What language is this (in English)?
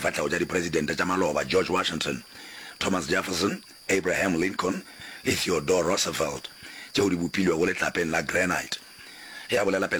Northern Sotho